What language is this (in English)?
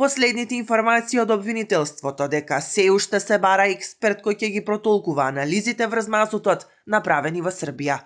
Macedonian